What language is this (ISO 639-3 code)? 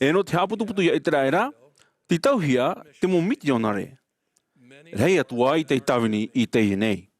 tah